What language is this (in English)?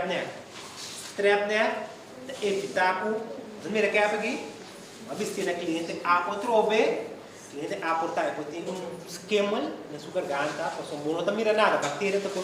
Papiamento